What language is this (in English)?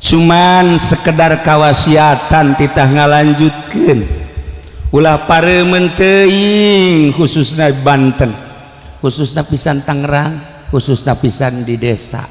Sundanese